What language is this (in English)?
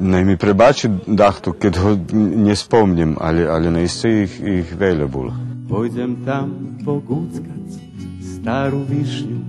Rusyn